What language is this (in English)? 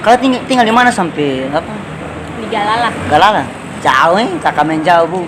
Ambonese Malay